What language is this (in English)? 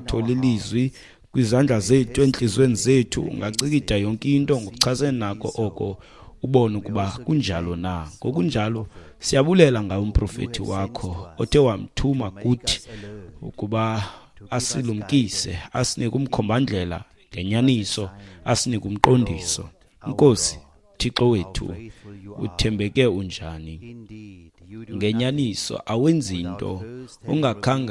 Xhosa